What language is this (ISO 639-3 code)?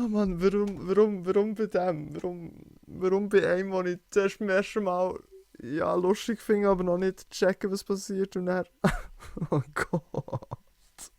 gsw